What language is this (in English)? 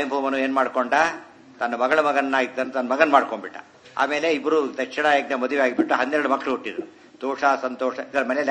Kannada